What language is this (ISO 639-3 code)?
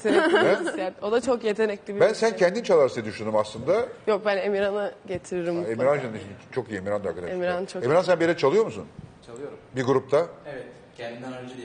tur